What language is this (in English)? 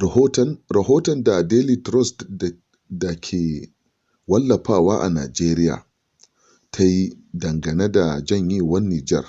Hausa